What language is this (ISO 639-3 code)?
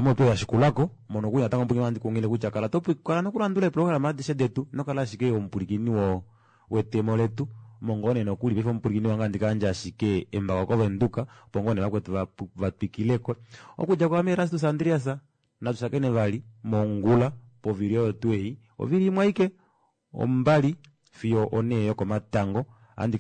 kua